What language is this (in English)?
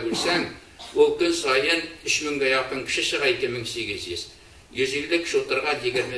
Tatar